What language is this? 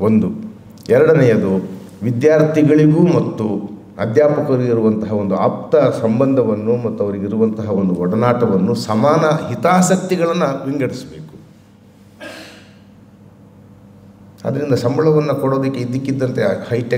Kannada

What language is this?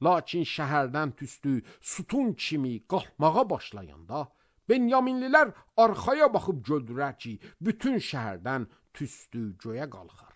Azerbaijani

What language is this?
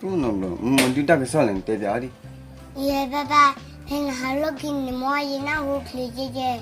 S'gaw Karen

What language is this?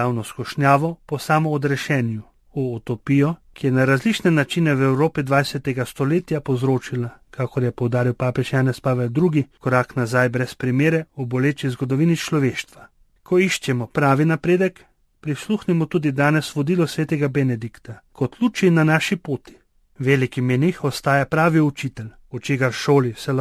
Slovenian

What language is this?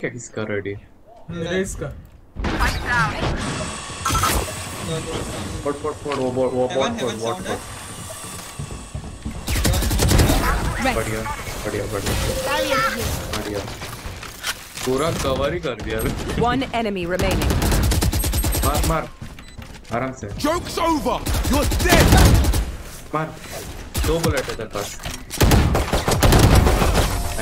Hindi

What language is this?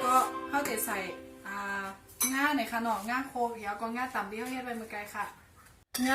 Shan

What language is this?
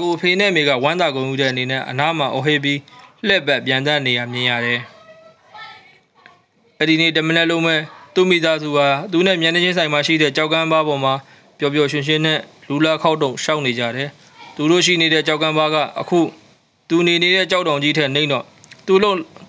Burmese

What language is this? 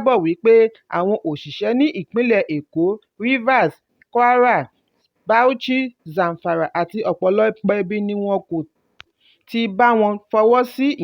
Yoruba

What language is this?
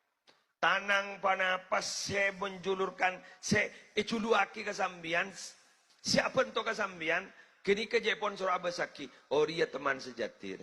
Madurese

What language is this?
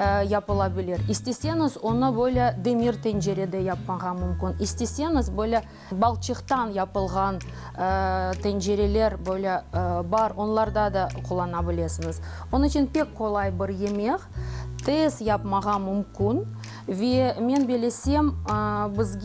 Crimean Tatar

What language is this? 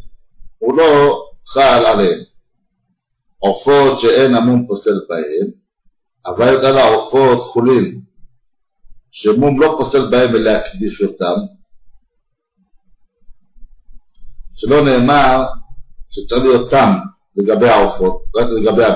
Hebrew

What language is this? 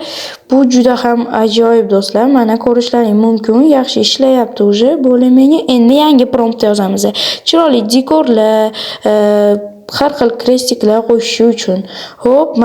Uzbek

